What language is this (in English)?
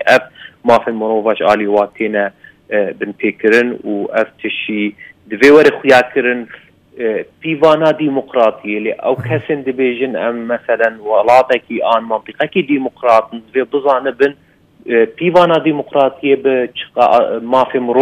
Kurdish